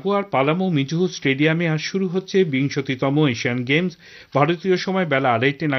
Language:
Bangla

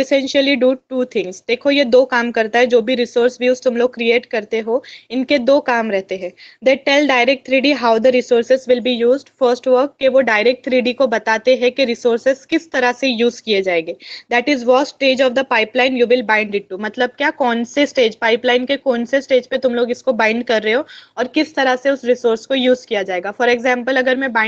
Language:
Hindi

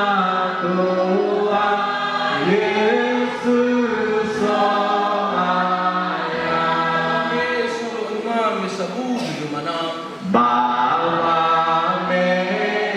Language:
Nias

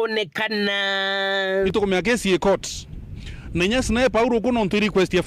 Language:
Meru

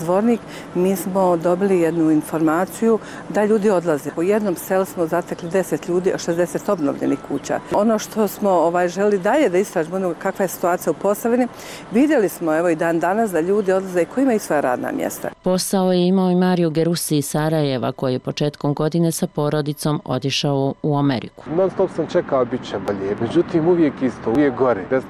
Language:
Bosnian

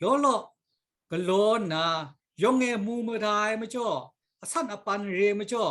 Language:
Kachin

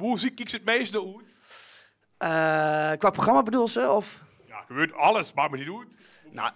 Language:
Limburgish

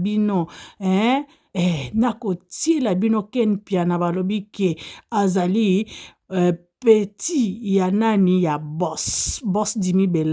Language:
Lingala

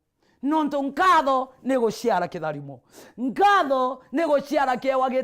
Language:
Meru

